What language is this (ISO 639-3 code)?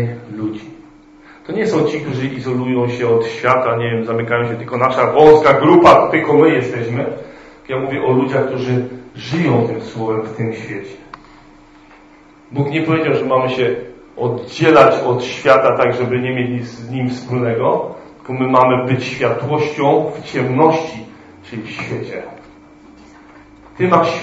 pol